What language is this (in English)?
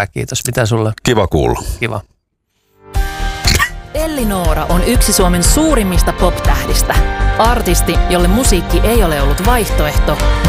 Finnish